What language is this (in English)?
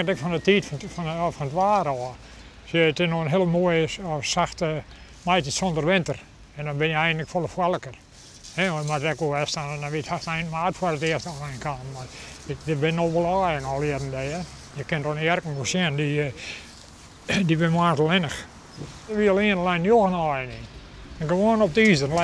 Western Frisian